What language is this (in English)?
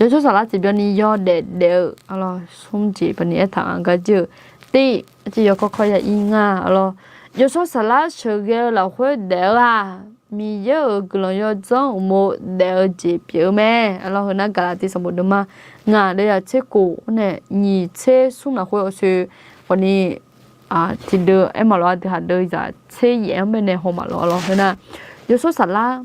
Akha